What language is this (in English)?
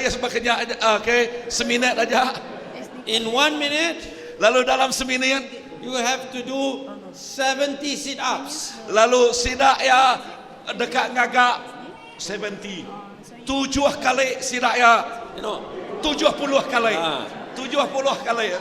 Iban